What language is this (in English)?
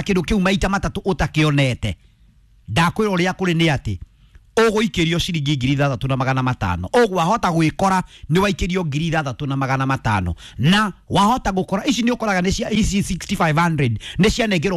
Kikuyu